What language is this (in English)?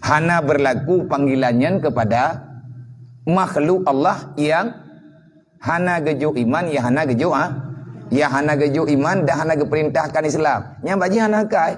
Achinese